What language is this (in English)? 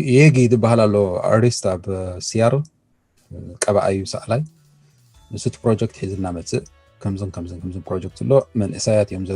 Tigrinya